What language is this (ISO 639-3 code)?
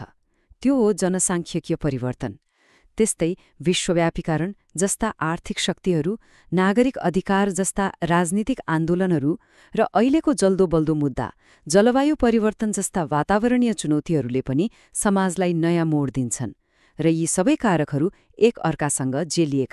nep